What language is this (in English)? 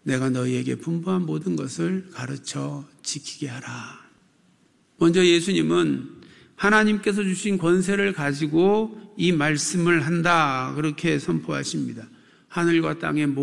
Korean